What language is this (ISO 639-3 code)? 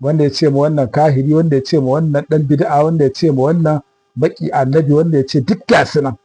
hau